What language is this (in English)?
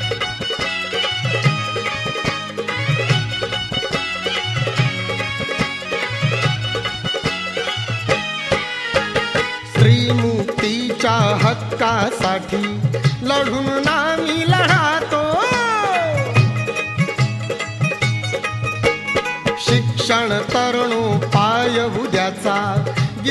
Marathi